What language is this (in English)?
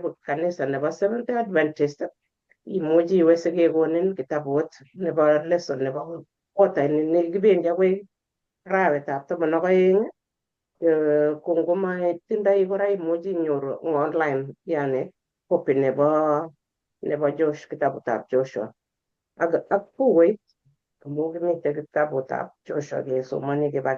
Kalenjin